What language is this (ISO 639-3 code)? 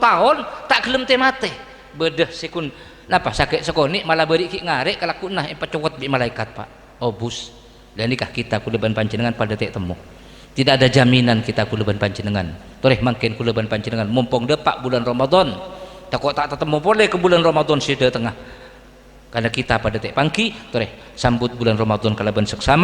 mad